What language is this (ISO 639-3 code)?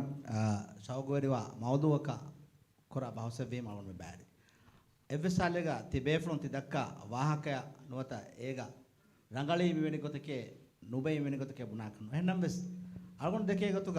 div